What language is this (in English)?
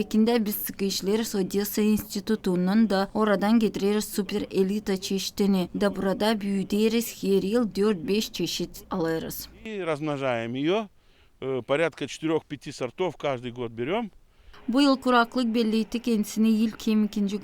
Gagauz